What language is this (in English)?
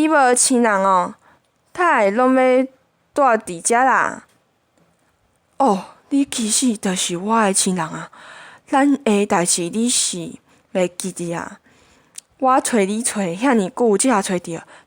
Min Nan Chinese